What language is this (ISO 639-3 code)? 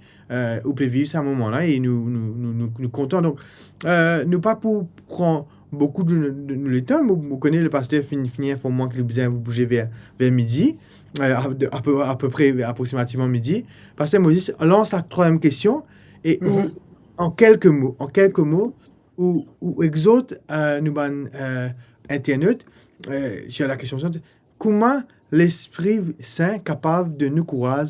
mfe